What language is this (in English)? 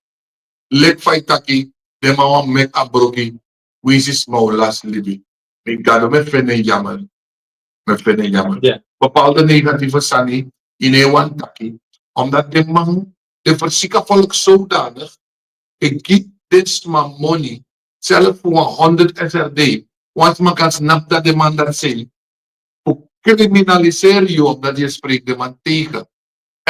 Sranan Tongo